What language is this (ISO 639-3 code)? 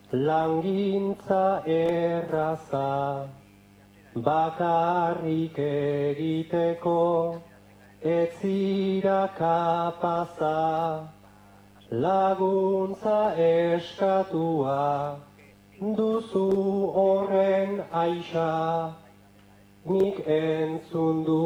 eus